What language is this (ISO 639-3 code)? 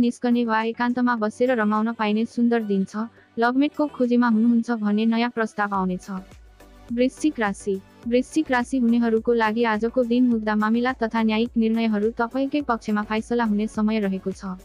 nep